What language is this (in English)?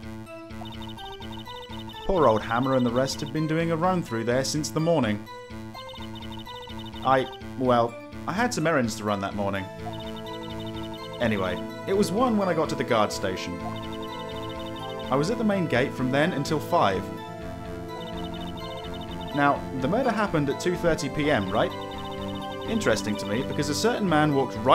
English